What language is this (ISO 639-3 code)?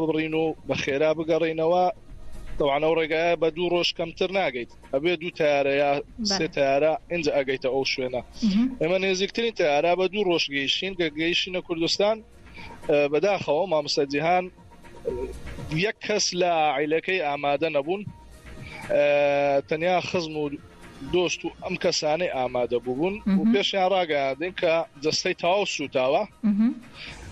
ckb